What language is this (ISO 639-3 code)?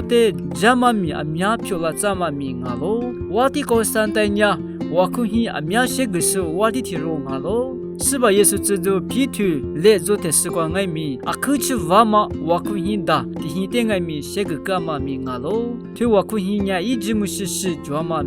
lis